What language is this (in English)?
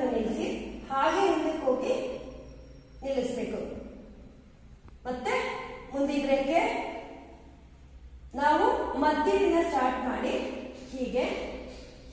Kannada